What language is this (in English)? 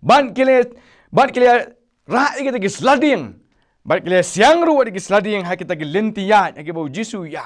Khasi